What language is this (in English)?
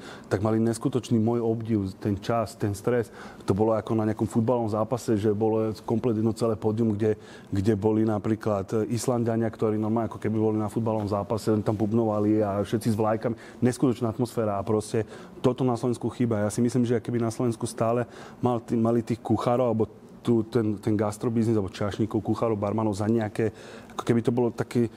Slovak